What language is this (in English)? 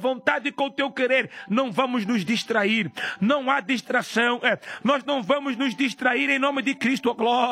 Portuguese